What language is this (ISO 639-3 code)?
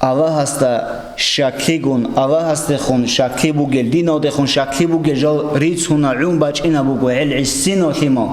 ava